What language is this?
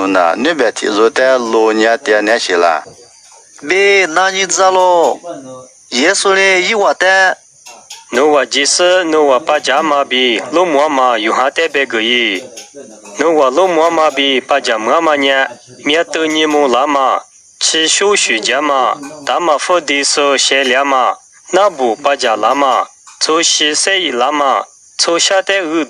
Lisu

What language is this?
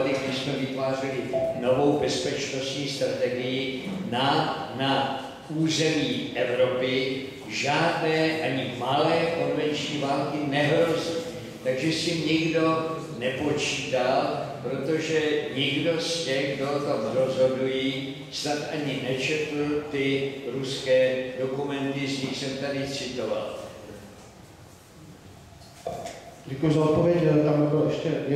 Czech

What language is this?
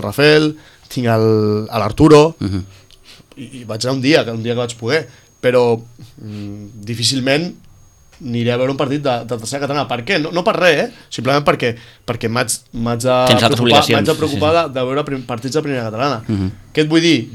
Catalan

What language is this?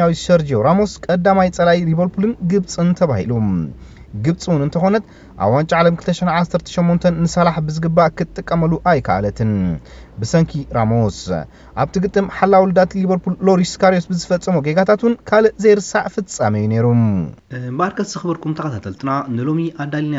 Tigrinya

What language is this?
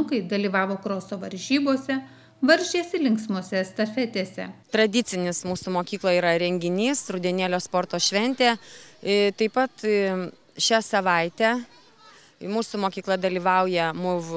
Lithuanian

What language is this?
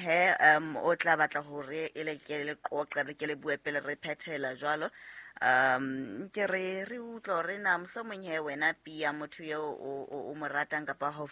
Southern Sotho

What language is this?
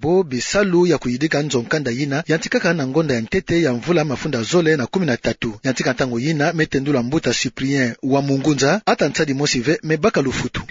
Kituba (Democratic Republic of Congo)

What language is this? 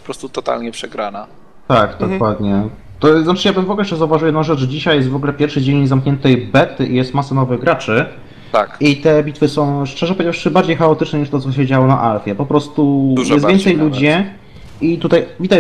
Polish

